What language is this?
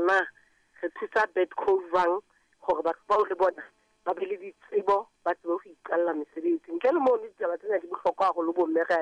Southern Sotho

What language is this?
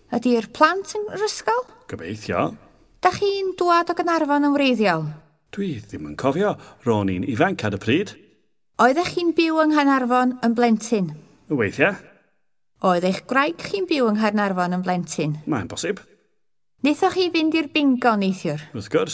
Welsh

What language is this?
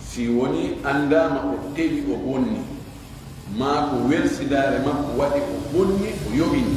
Pular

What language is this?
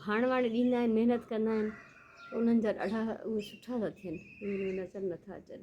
Sindhi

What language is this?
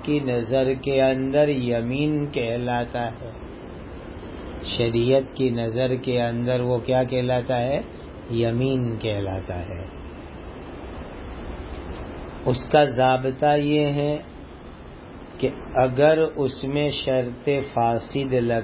Urdu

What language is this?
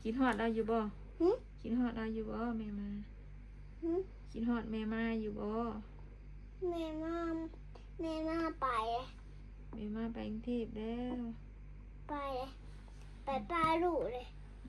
Northeastern Thai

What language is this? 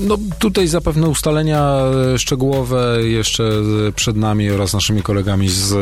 Polish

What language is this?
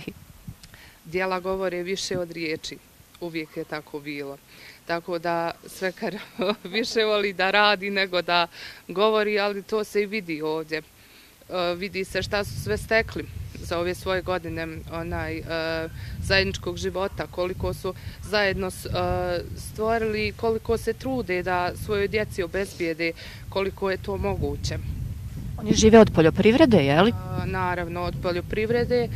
Bosnian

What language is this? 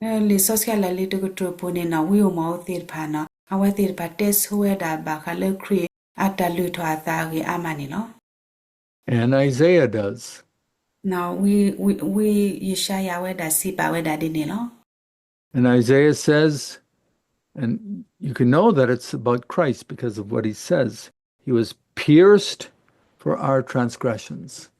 S'gaw Karen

